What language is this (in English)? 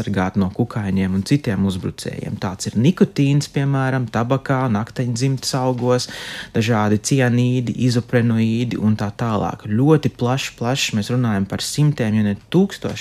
Latvian